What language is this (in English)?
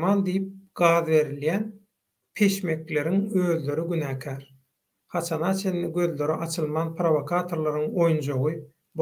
Turkmen